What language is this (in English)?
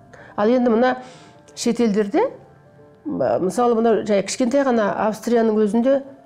Kazakh